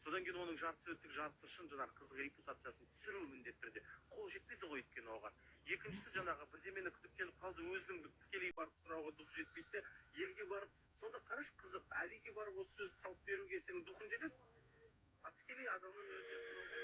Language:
Kazakh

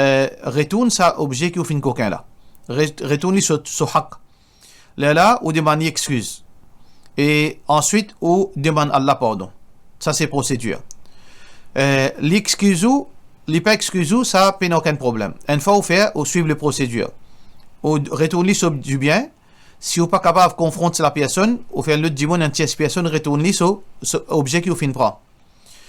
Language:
Morisyen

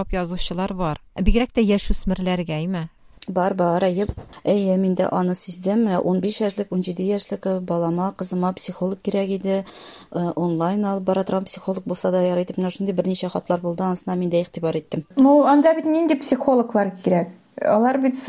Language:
Tatar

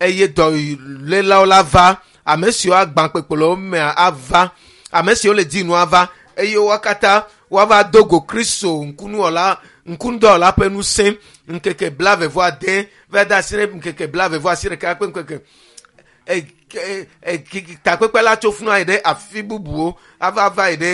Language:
Ewe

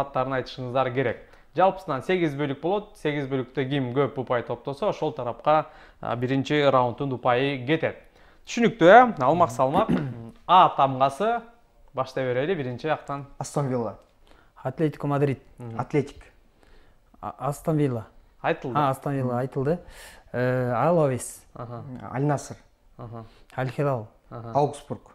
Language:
Kyrgyz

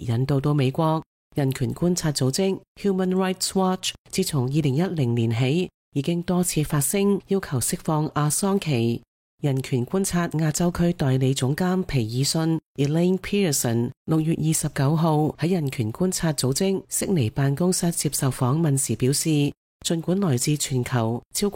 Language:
Cantonese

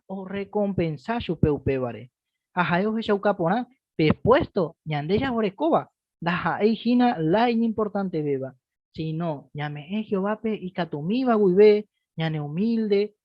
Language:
Guarani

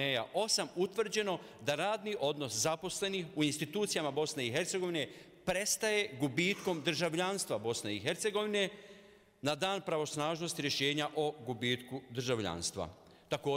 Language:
Bosnian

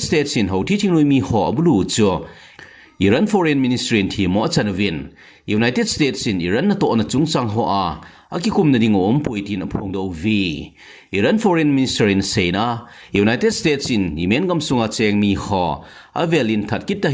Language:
Thado Chin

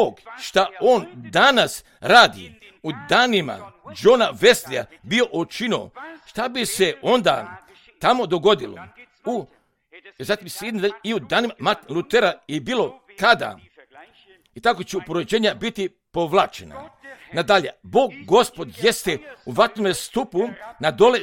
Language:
Croatian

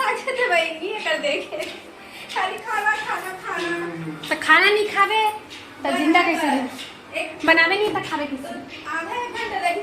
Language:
Chhattisgarhi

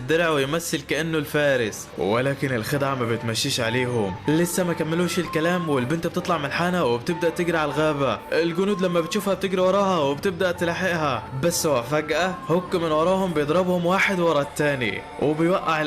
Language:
Egyptian Arabic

